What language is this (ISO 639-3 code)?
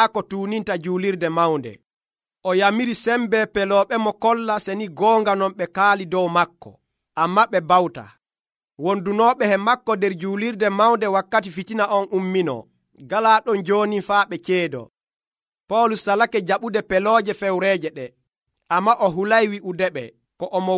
fuv